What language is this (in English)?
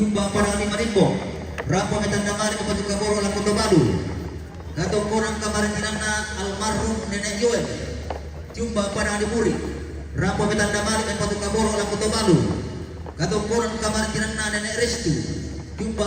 Toraja-Sa'dan